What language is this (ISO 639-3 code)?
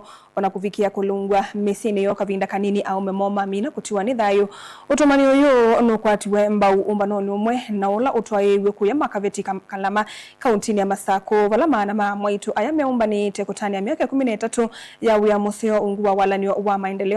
kam